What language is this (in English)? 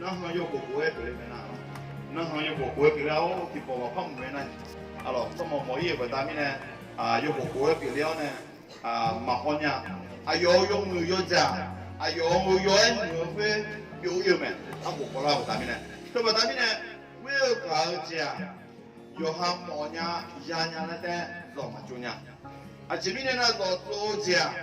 Akha